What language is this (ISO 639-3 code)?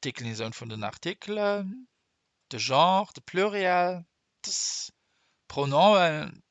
ltz